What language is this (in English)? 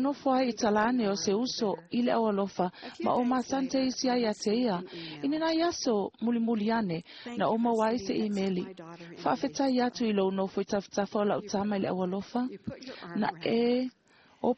Samoan